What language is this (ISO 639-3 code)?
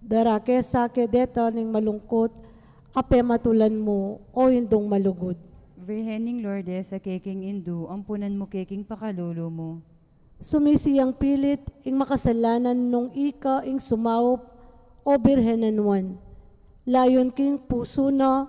pam